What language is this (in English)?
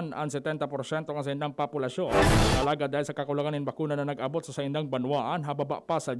Bikol